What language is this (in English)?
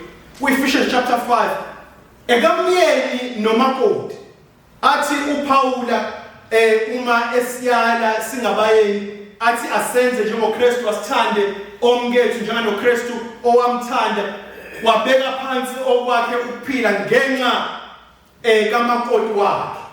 Zulu